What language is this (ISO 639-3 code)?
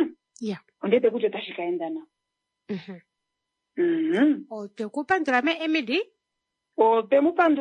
kua